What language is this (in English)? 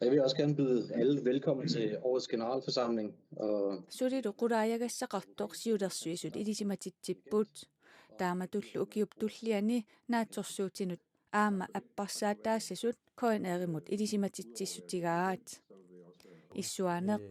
Kalaallisut